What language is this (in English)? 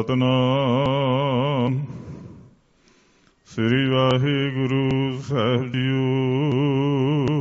Punjabi